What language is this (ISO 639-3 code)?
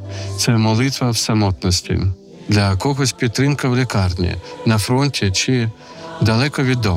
ukr